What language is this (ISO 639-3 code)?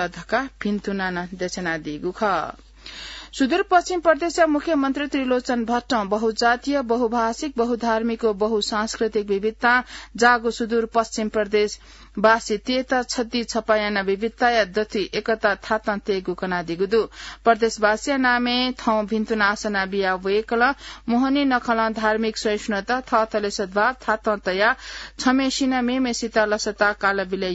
new